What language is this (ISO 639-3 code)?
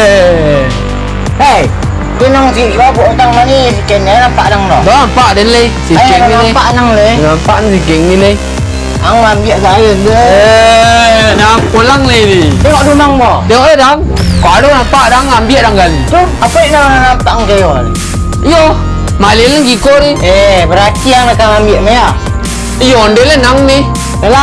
min